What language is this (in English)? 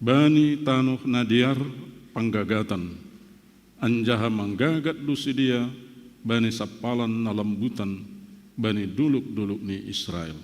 Batak Simalungun